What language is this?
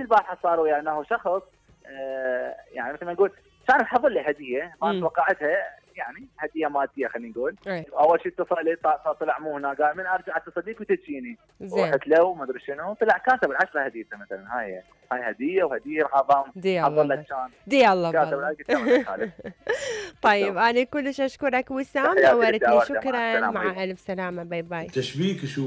Mesopotamian Arabic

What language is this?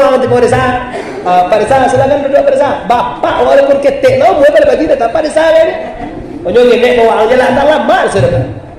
Minangkabau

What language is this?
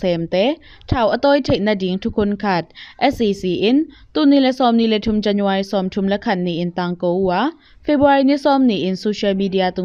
Tedim Chin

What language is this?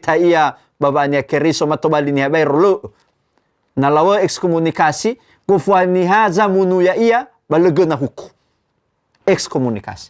Nias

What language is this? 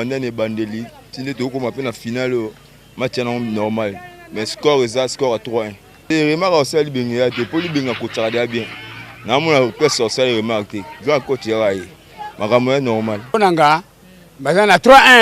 Lingala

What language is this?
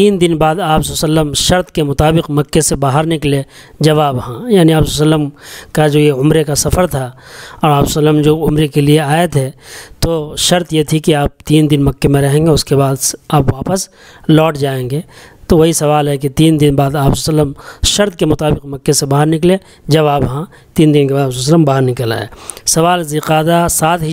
Urdu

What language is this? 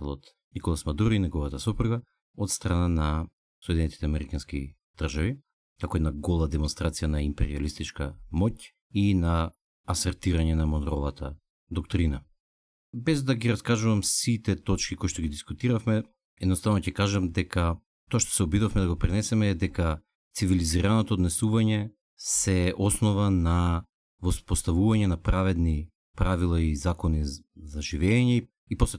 Macedonian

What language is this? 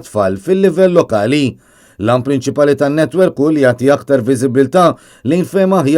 Maltese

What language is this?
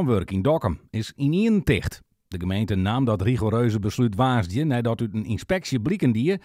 Western Frisian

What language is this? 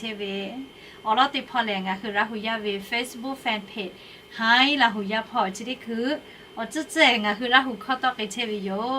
Lahu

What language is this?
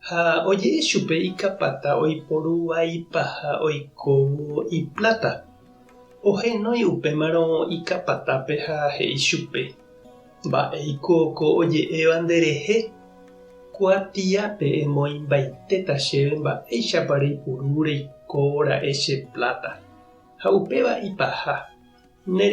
Guarani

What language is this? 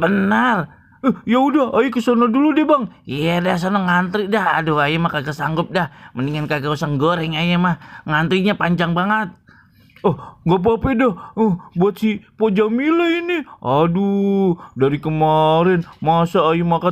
Betawi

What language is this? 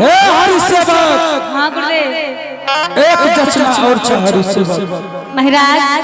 Angika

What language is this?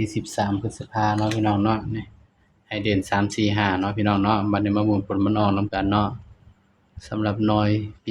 Northeastern Thai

